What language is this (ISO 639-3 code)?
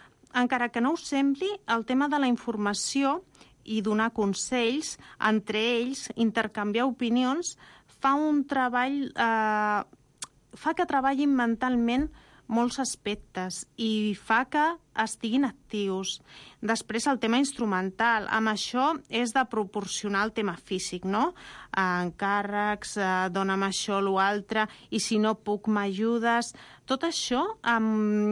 cat